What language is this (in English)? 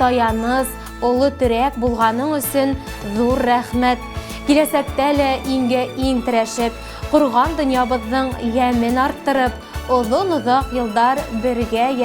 Bashkir